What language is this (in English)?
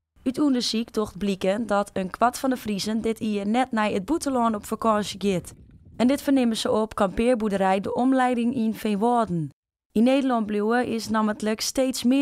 Western Frisian